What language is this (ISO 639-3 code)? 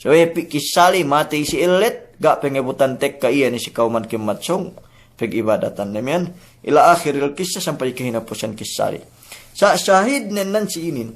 yka